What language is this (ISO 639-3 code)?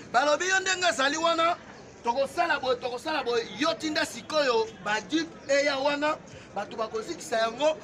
lin